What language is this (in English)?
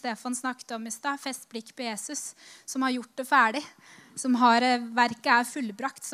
Norwegian